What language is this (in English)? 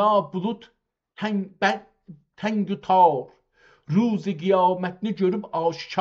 South Azerbaijani